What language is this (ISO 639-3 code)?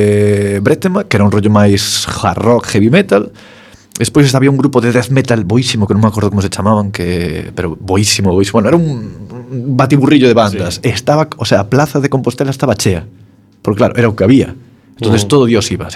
glg